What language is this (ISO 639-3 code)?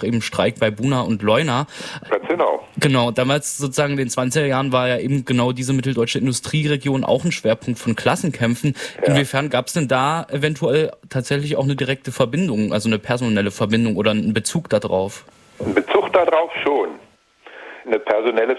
deu